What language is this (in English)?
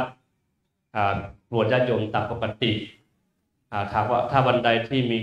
Thai